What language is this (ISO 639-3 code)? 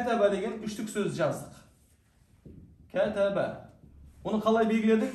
kaz